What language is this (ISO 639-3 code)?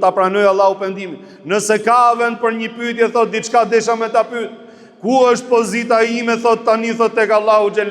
sqi